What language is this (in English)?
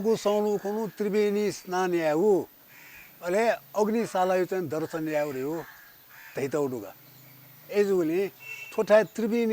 Newari